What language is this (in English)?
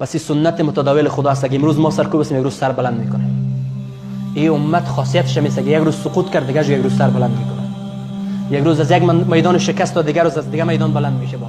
Persian